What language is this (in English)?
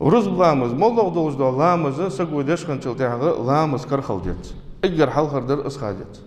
Ingush